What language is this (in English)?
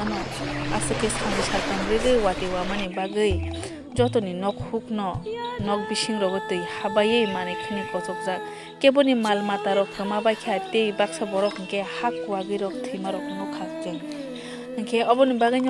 Kok Borok